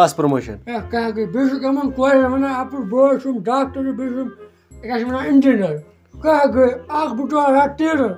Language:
Kashmiri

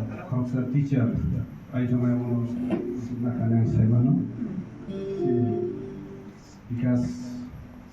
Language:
Kok Borok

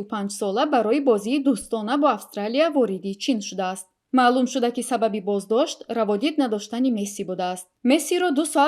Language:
Tajik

